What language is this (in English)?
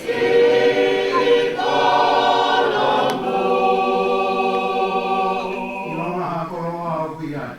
Tongan